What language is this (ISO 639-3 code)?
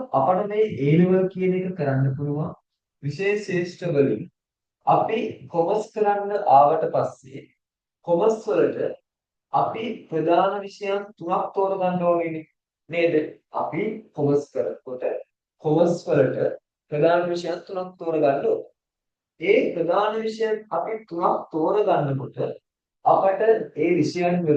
sin